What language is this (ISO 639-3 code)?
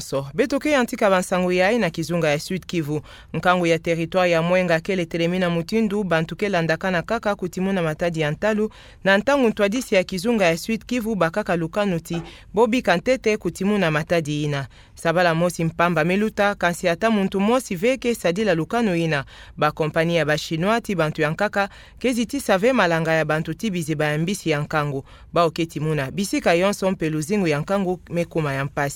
ktu